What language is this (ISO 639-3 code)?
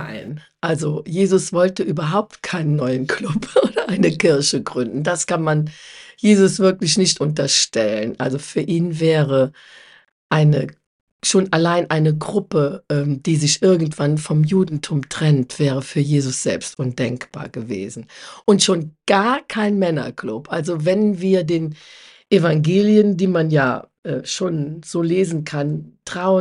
deu